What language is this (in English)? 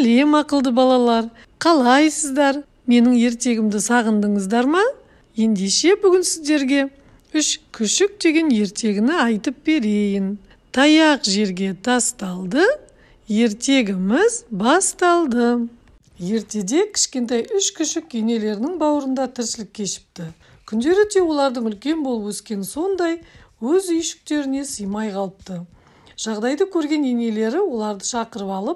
Kazakh